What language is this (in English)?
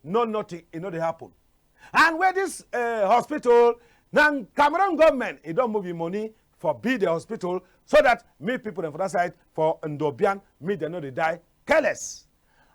Cameroon Pidgin